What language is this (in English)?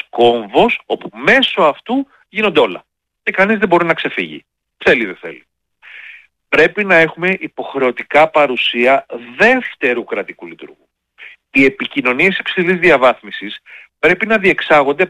Greek